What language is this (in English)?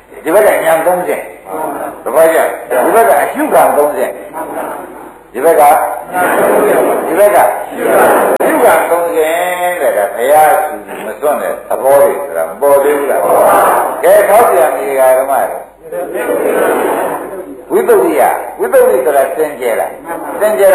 Burmese